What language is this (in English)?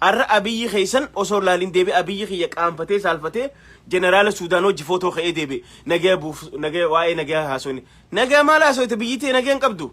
Oromo